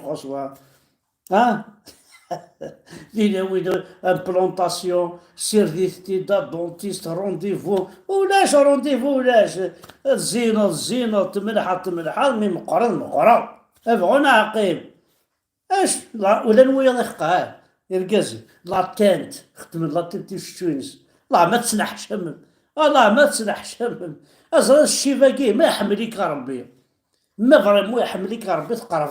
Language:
Kabyle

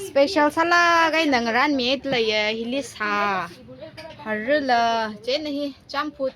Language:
Tangkhul Naga (India)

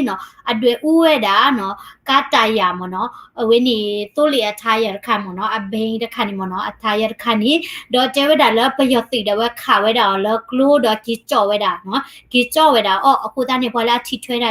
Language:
S'gaw Karen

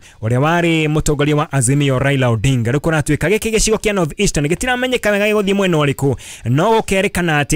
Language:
Kikuyu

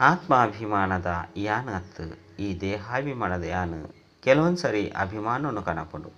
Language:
Tulu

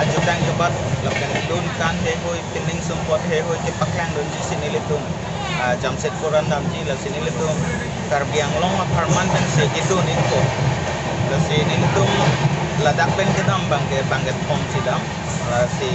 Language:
Karbi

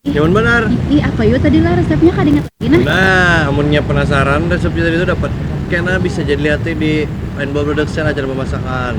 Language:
Banjar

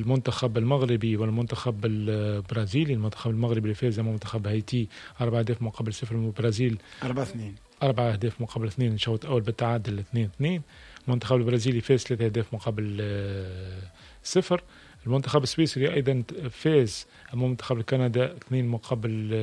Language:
Tunisian Arabic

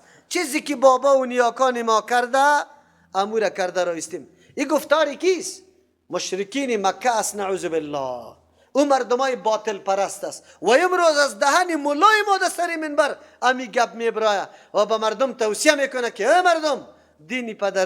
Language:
Persian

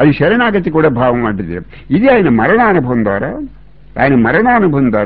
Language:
Telugu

